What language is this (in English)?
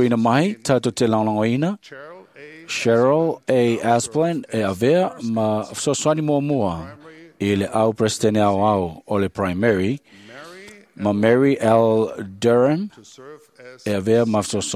Samoan